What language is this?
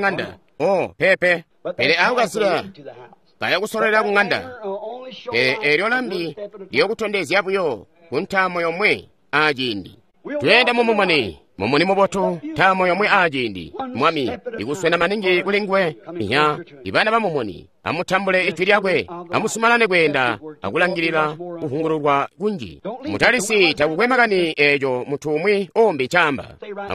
Tonga (Zambia)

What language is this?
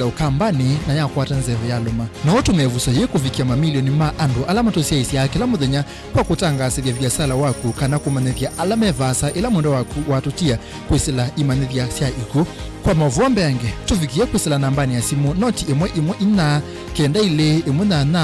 Kamba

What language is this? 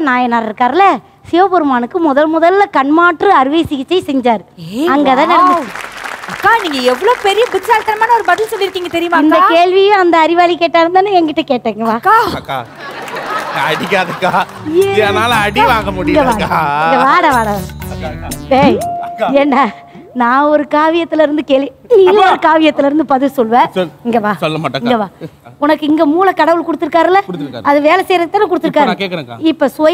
Tamil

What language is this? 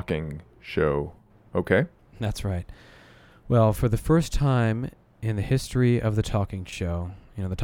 English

